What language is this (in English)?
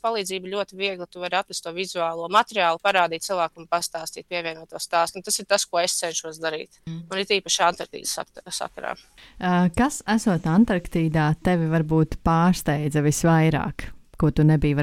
Latvian